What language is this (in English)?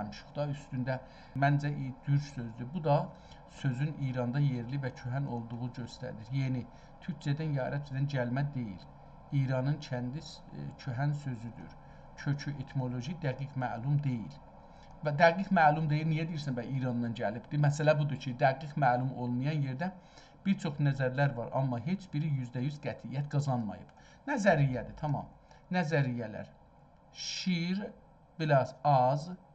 South Azerbaijani